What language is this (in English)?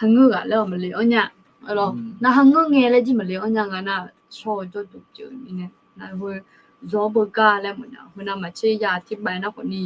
Akha